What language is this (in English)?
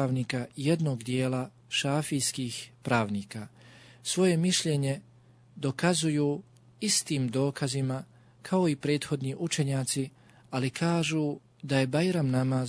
Bosnian